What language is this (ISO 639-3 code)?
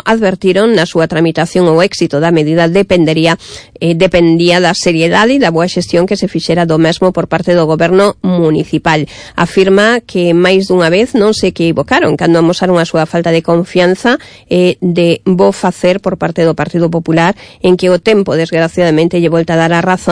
glg